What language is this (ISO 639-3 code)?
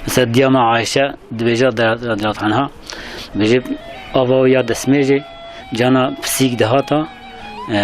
kur